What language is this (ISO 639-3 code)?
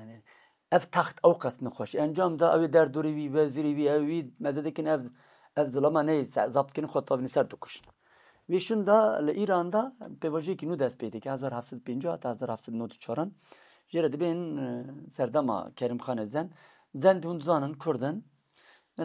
kur